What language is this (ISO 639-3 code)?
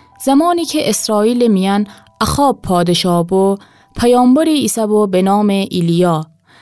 glk